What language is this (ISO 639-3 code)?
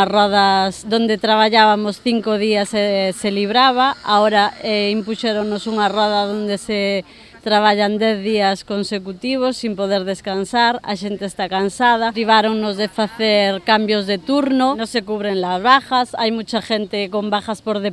glg